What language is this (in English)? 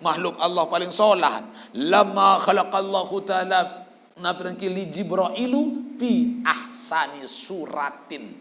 Sasak